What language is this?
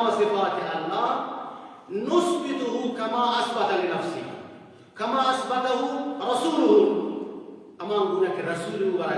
Persian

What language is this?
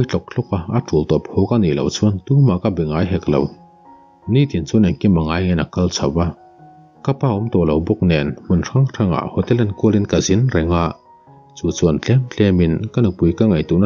Mizo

